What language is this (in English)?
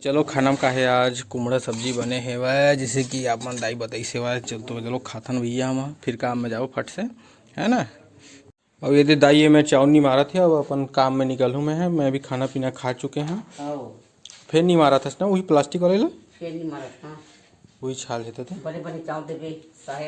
Chhattisgarhi